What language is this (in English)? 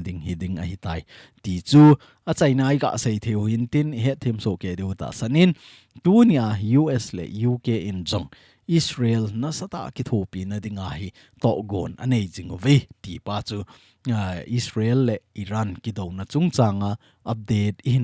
Thado Chin